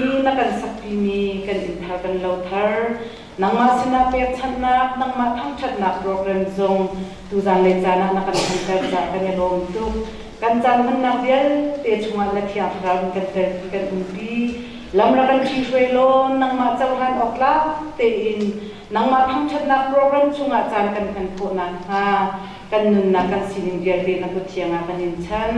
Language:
Hakha Chin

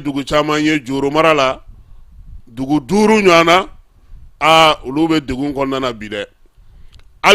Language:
Bambara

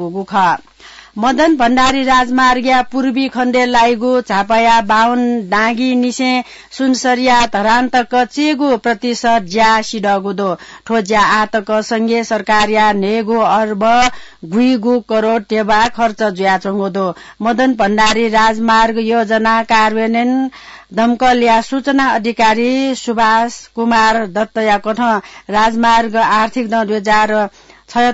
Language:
Newari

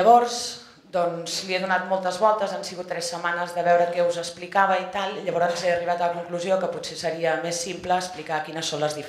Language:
Catalan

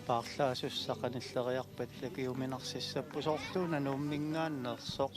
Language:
Kalaallisut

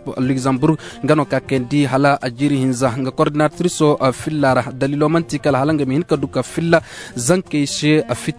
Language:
Zarma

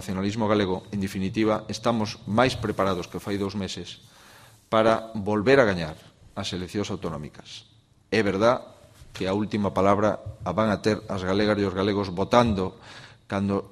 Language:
Galician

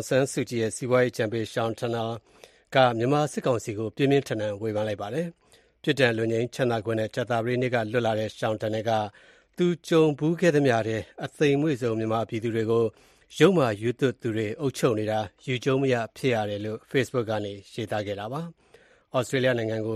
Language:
Burmese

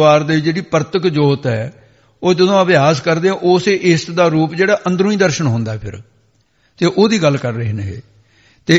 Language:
Punjabi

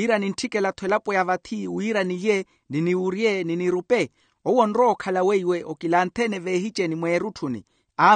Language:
Makhuwa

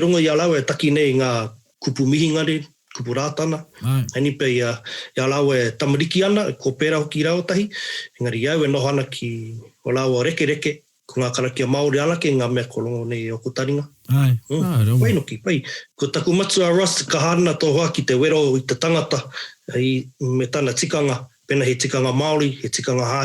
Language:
Māori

